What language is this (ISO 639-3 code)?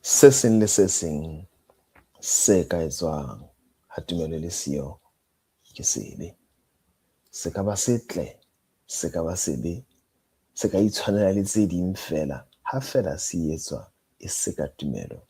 sot